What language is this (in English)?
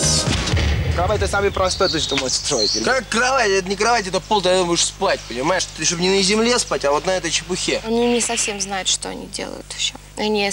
Russian